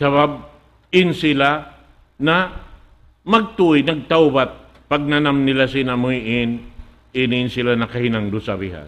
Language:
Tausug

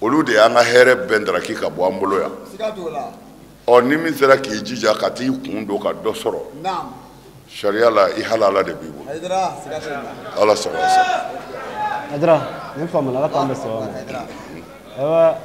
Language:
Bambara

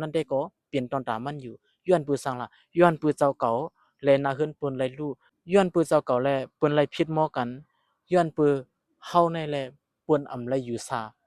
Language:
Shan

